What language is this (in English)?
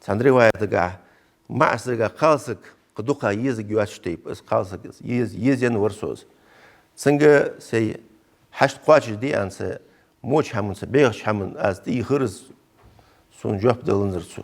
Ingush